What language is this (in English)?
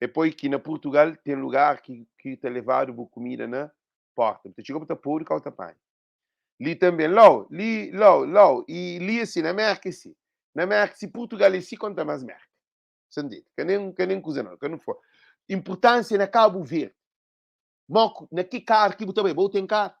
Kabuverdianu